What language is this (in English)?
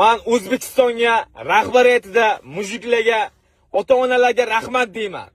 Uzbek